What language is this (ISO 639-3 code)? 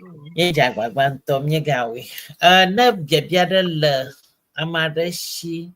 ewe